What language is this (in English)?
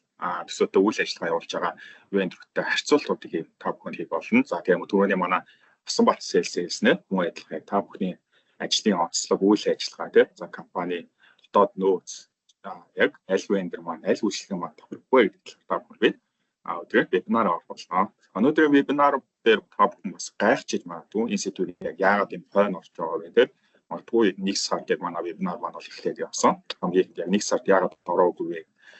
Mongolian